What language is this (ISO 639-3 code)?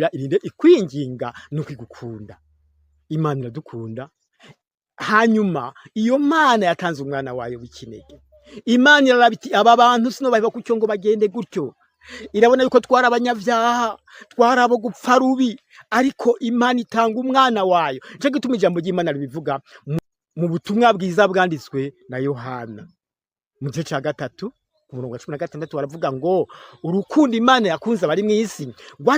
run